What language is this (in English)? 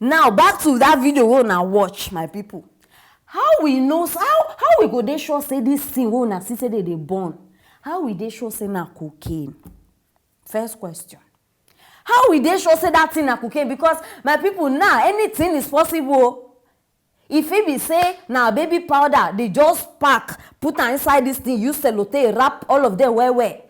Nigerian Pidgin